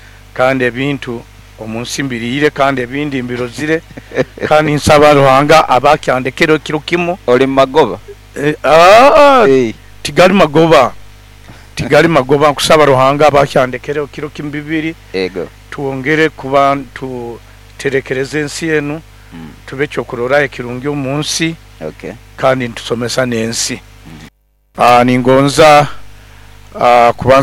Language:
Nyoro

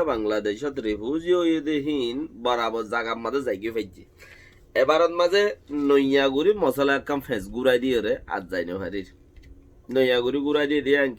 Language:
Rohingya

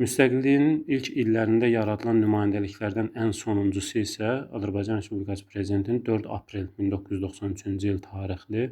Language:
Azerbaijani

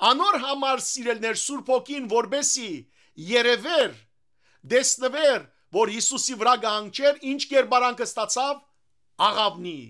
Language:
Western Armenian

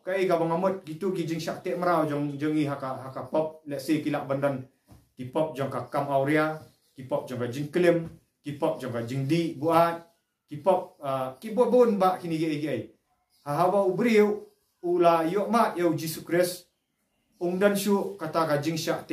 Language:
Khasi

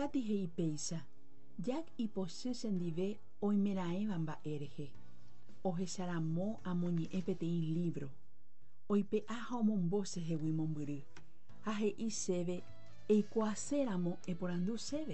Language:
Guarani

